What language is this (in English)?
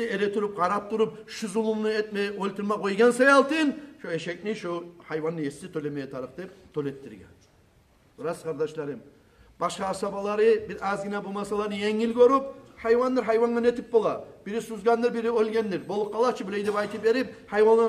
Kumyk